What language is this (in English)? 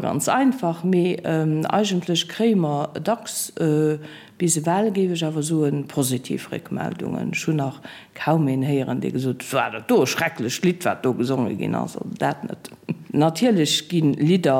Luxembourgish